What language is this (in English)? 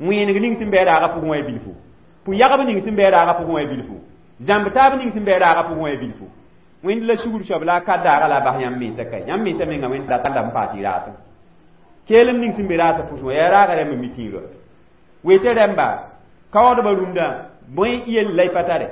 Mossi